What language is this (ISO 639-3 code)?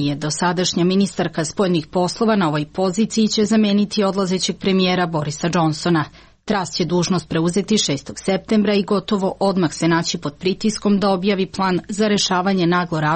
srp